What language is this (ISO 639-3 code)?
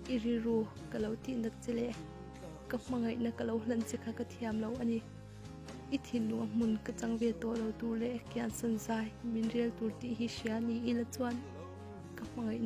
lus